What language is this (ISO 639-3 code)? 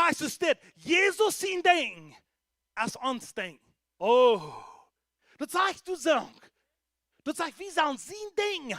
pdt